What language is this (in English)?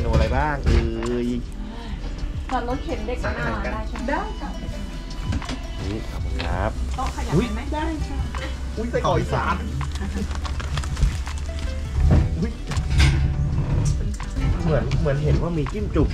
Thai